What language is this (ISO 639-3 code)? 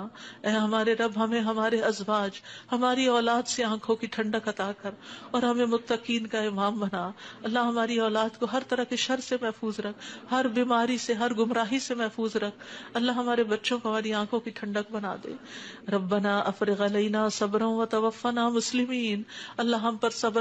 urd